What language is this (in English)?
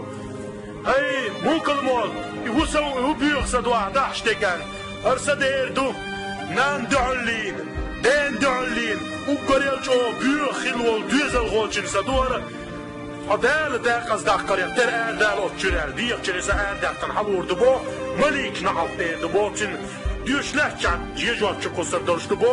Chechen